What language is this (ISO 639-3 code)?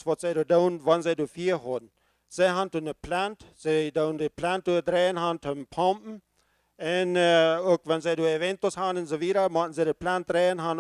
pdt